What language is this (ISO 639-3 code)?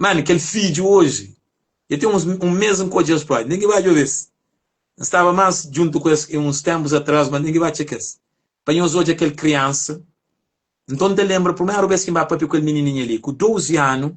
kea